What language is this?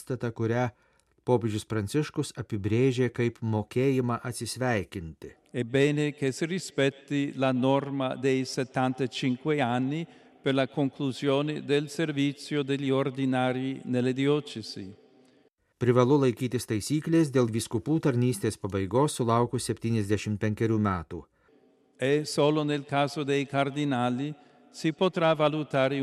Lithuanian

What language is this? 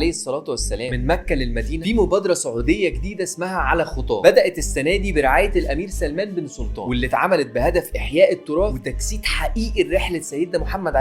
Egyptian Arabic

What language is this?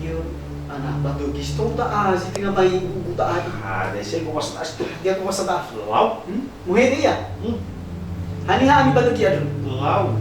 Nias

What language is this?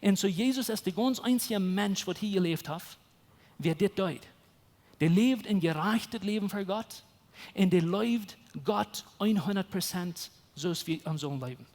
Plautdietsch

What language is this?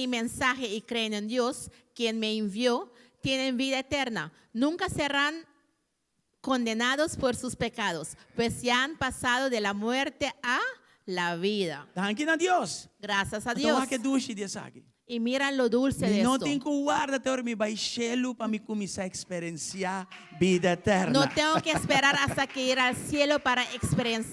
Papiamento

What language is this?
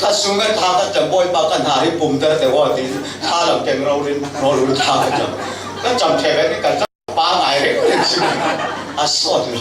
Falam Chin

